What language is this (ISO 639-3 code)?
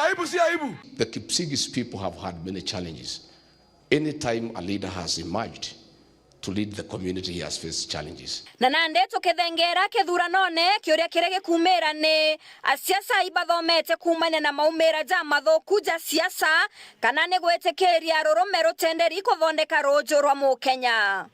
mer